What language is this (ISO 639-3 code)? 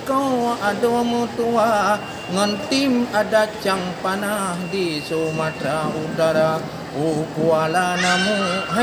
ace